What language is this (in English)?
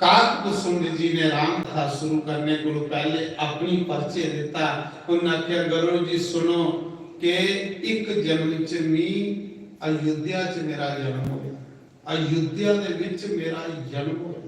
Dogri